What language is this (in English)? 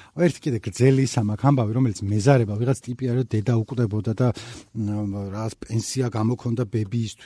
Georgian